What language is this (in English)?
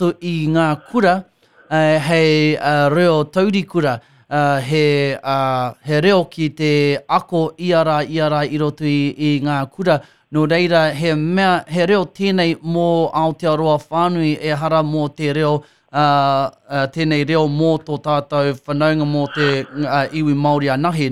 Māori